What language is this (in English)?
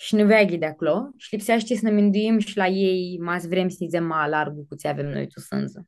Aromanian